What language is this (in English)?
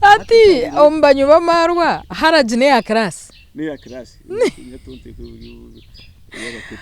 Nyankole